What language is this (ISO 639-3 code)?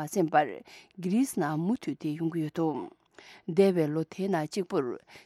bod